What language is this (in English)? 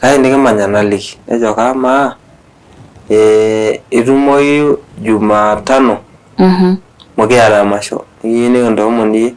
Masai